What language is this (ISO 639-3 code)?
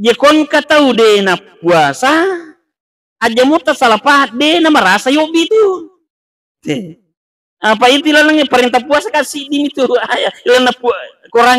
bug